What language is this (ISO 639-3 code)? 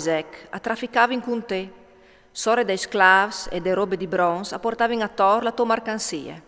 fur